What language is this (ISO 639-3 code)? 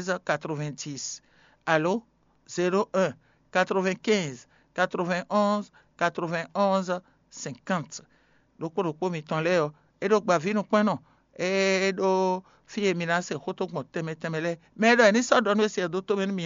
fon